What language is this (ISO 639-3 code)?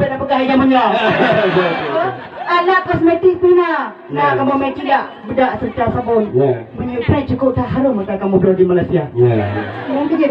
ace